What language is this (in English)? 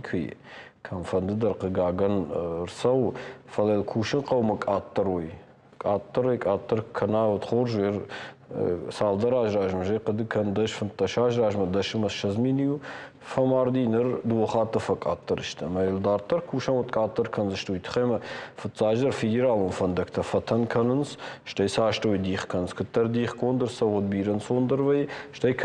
Ossetic